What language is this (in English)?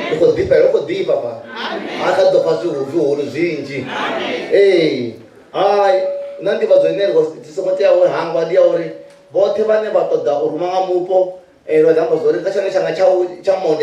Venda